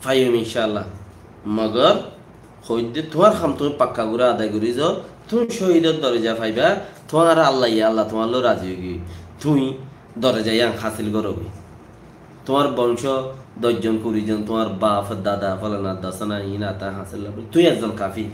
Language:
Rohingya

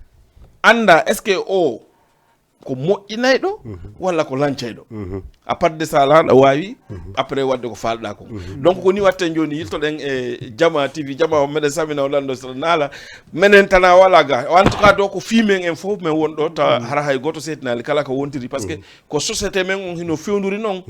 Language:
Fula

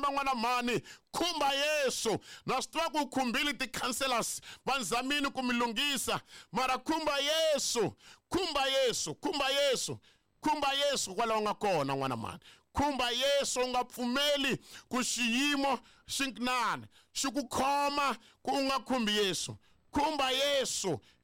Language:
Tsonga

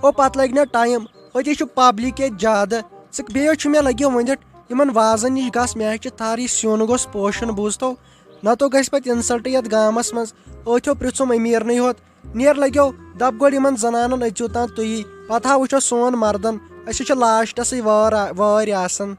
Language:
Kashmiri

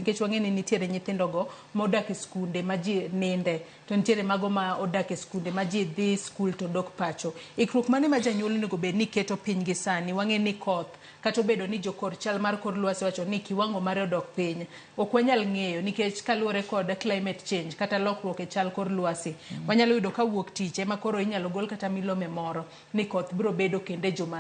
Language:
Luo (Kenya and Tanzania)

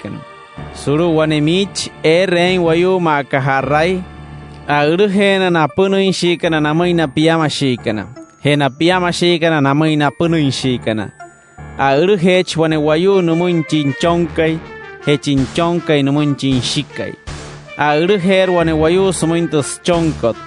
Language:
Wayuu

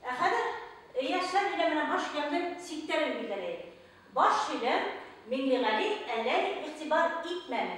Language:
Bashkir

